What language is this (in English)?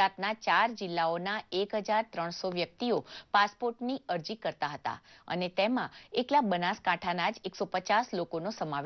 Gujarati